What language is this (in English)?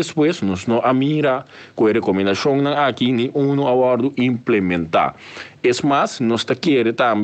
Papiamento